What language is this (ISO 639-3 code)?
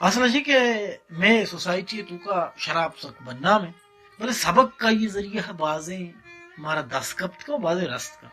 bal